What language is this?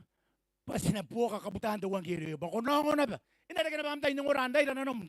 Gilbertese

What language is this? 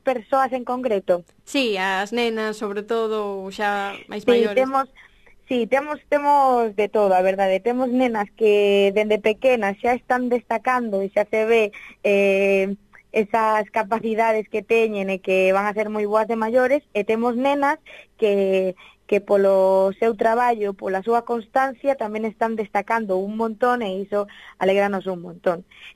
Galician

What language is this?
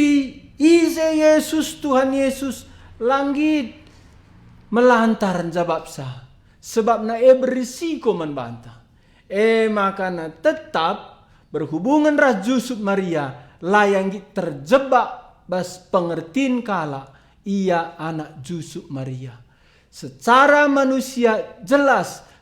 Batak Karo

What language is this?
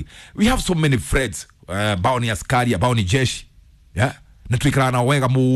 Kikuyu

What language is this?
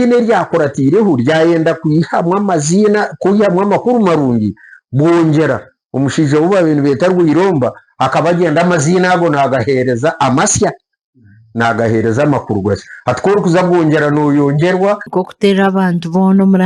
Nyankole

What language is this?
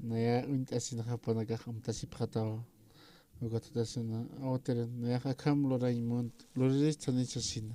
Aymara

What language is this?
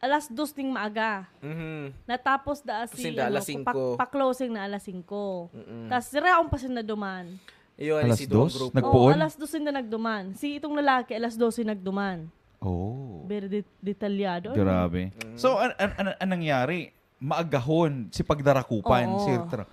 Bikol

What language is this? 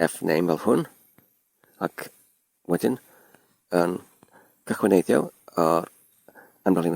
Welsh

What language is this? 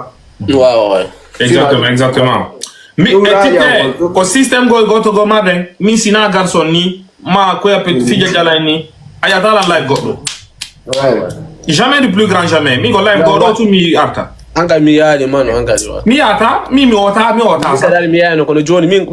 Fula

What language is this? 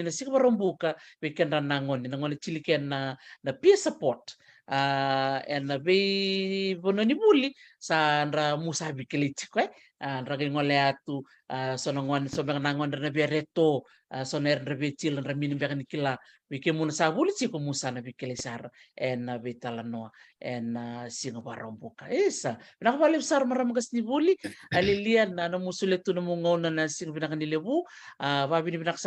Fijian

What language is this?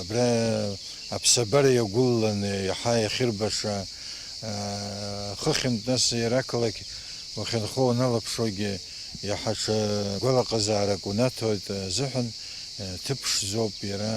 Abkhazian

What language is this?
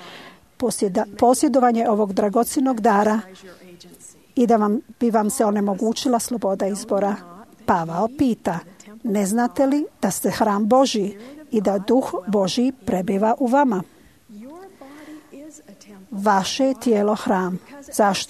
Croatian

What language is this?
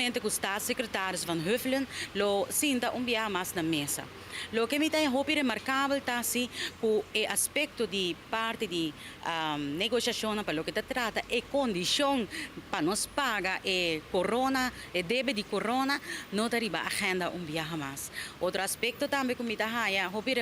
Papiamento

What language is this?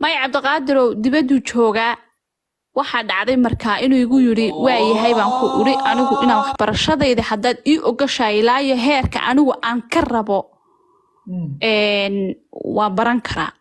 Somali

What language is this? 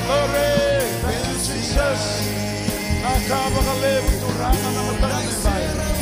Fijian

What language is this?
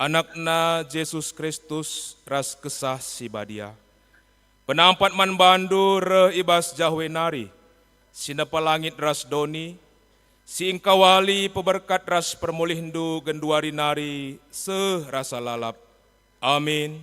Batak Karo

